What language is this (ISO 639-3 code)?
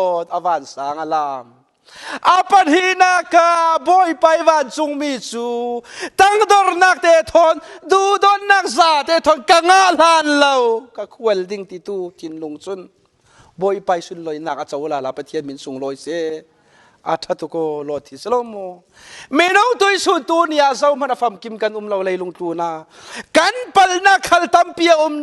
cfm